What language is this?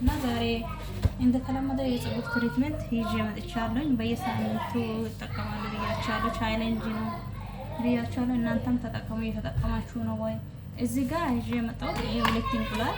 Amharic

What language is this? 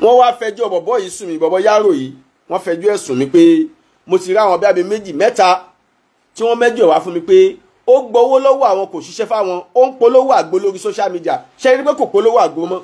Yoruba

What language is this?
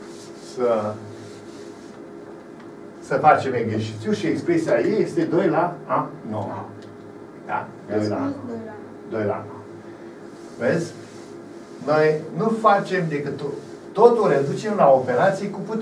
Romanian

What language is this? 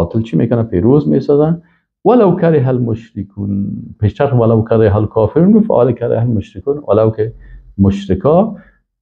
Persian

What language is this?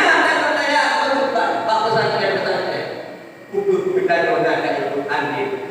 Achinese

